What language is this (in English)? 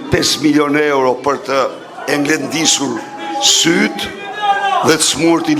Albanian